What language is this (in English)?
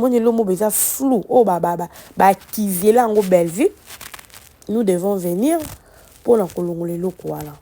Lingala